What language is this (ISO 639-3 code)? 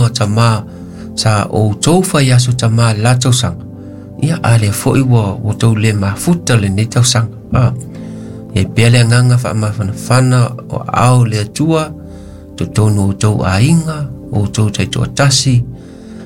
smo